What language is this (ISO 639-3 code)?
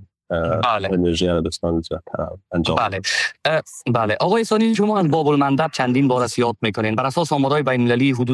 fas